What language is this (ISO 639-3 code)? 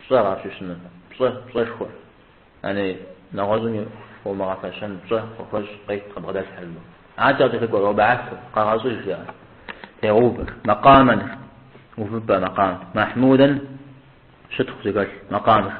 kbd